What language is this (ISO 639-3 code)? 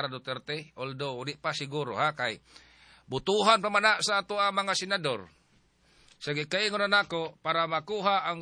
ceb